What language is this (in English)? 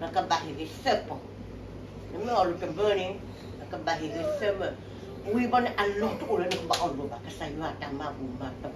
S'gaw Karen